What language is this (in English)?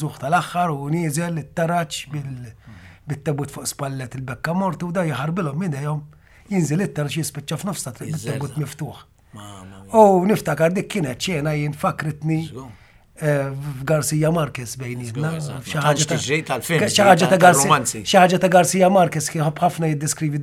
Maltese